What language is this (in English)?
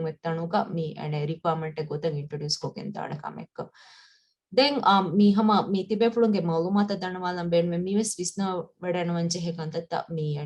Divehi